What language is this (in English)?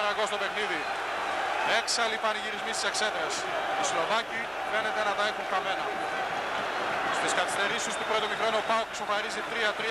Greek